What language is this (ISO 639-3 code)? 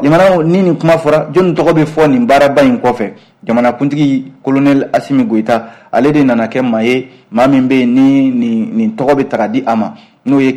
bam